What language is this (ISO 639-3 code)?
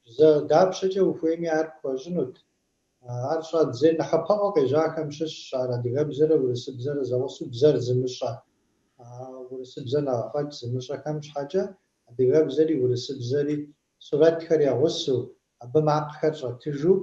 kbd